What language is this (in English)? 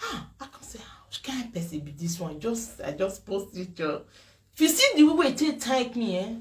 Nigerian Pidgin